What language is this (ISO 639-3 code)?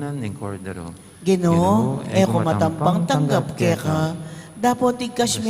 pam